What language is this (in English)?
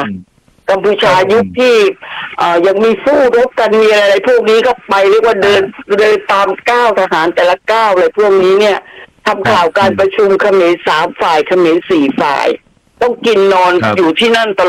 Thai